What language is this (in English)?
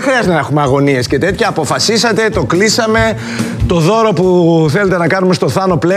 Greek